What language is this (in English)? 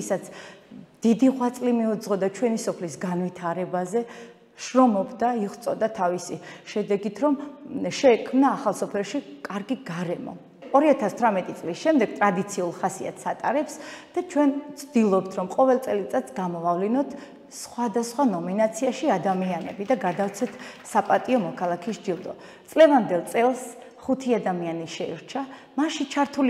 Georgian